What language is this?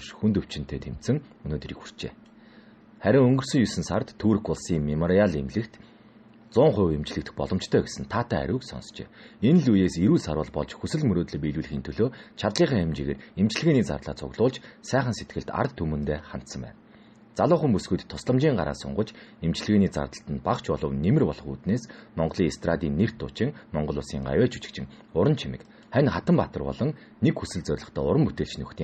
Mongolian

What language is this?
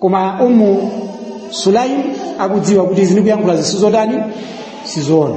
Nyanja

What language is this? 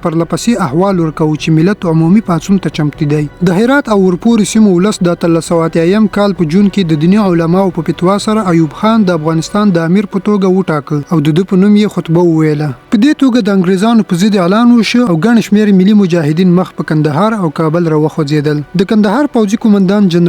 Pashto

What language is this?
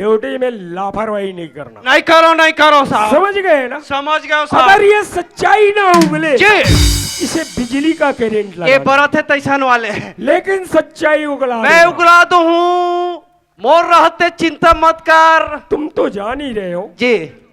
Chhattisgarhi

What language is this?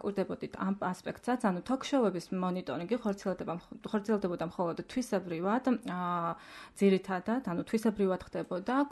Georgian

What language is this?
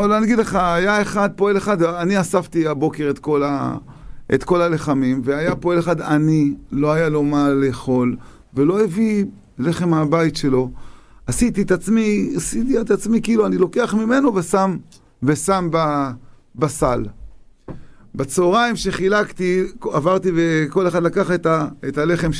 Hebrew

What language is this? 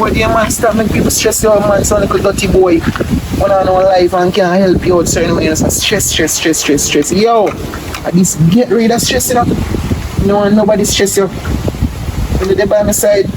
Jamaican Creole English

